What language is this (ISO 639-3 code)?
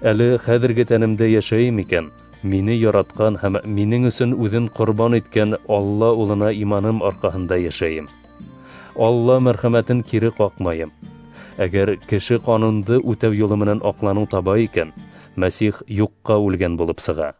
bak